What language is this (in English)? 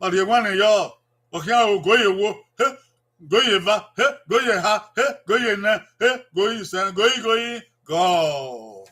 Bini